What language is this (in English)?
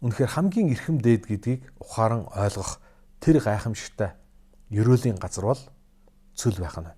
Mongolian